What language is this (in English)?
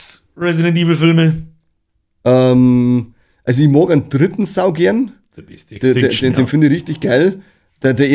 Bavarian